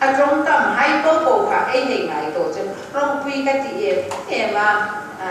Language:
Hmar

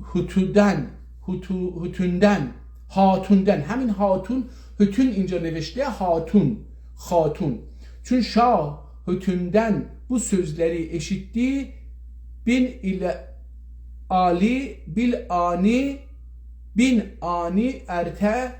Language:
South Azerbaijani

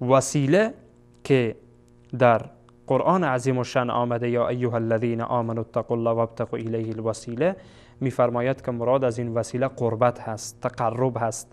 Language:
Persian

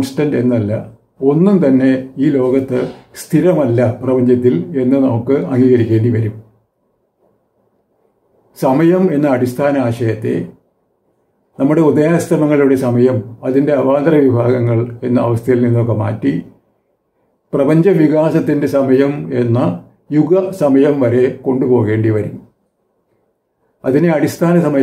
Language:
Malayalam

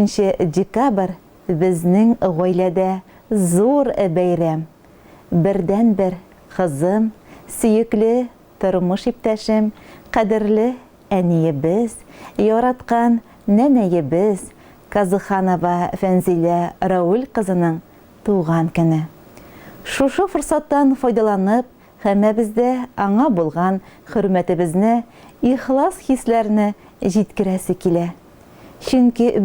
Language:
Tatar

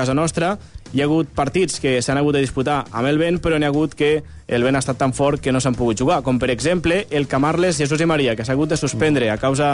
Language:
Catalan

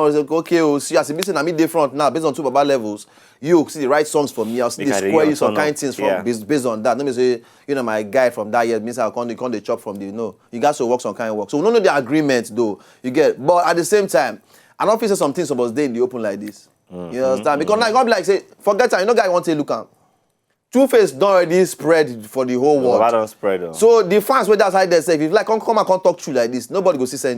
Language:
Nigerian Pidgin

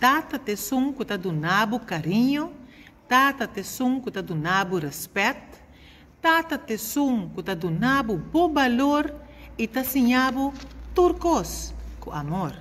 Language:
Papiamento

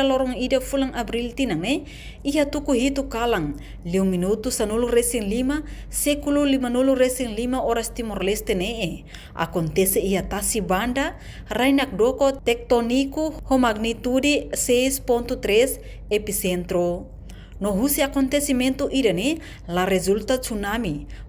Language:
Tetum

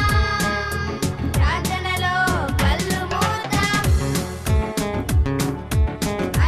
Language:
Telugu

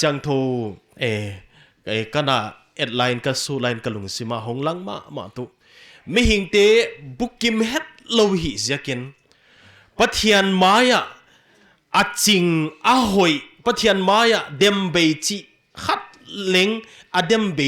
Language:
Paite Chin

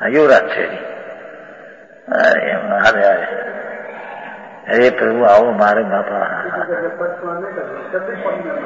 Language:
Gujarati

